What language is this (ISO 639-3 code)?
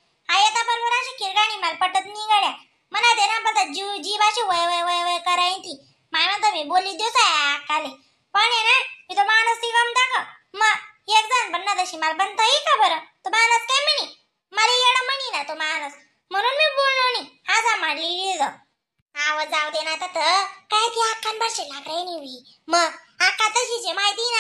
khn